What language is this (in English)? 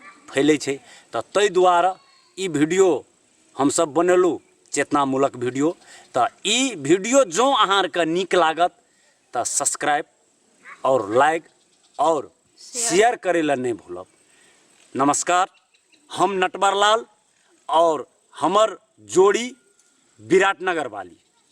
Maithili